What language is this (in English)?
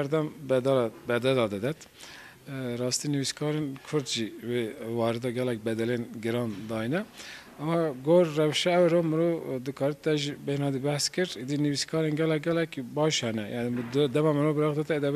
Kurdish